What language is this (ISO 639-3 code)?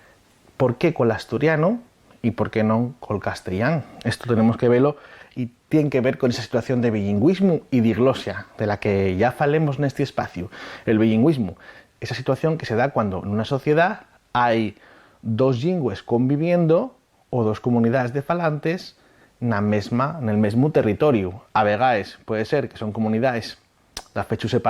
ast